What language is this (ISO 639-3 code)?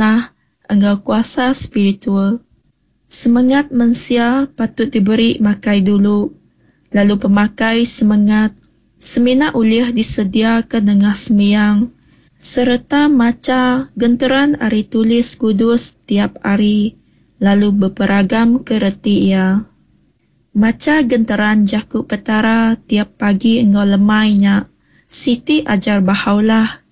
iba